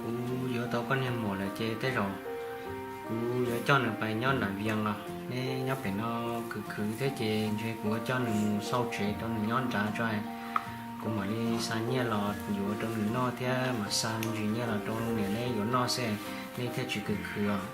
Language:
Hmong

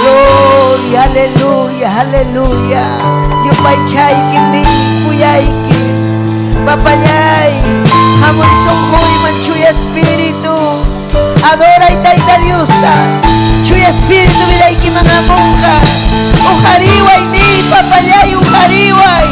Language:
Ayacucho Quechua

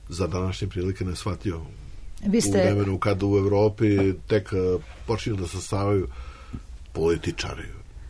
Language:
Serbian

